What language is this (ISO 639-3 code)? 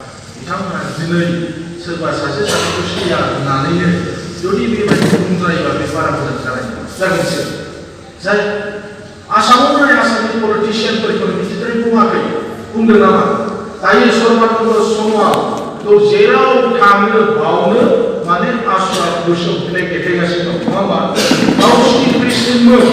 brx